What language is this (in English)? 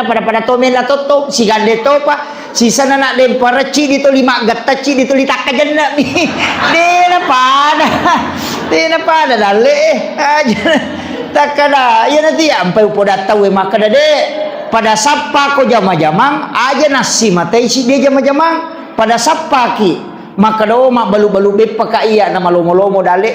Buginese